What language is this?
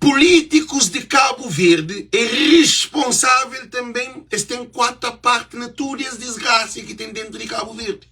Kabuverdianu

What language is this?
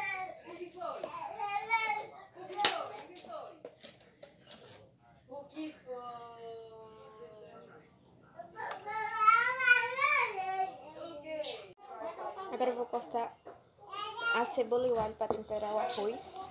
Portuguese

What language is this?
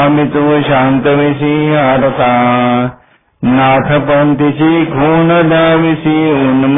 Marathi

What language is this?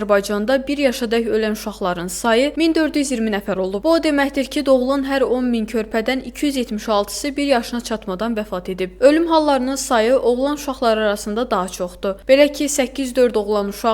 Azerbaijani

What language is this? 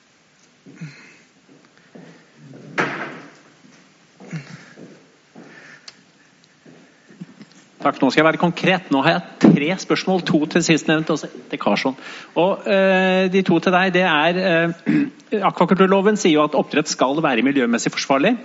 Norwegian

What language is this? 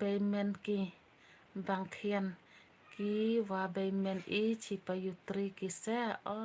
Khasi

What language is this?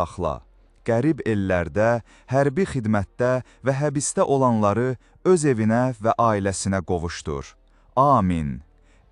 Azerbaijani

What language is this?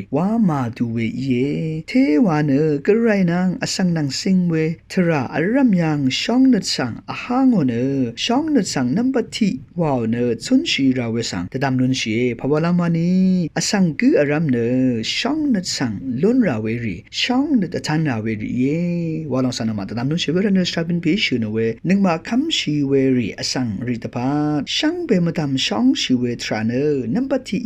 Rawang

